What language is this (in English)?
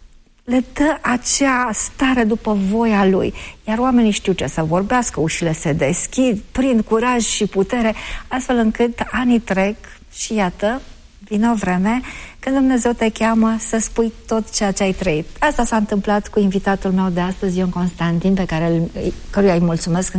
Romanian